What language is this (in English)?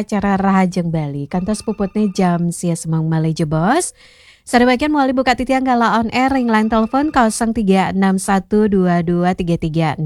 Balinese